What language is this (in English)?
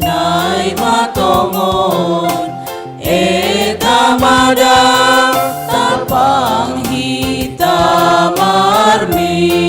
Batak Simalungun